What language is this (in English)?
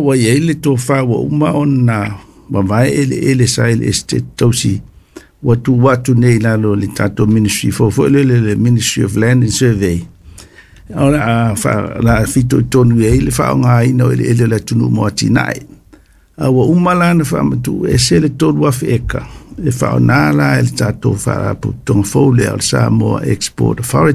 Samoan